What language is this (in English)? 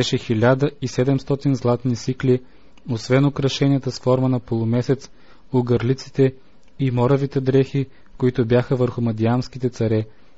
Bulgarian